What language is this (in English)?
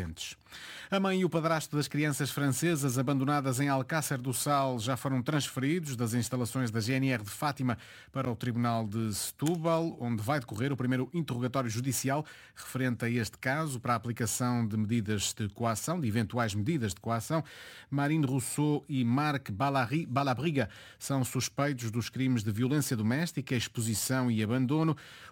Portuguese